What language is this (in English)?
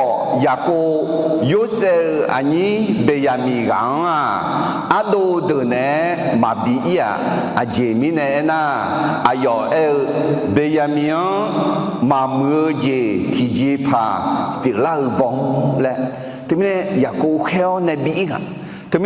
Akha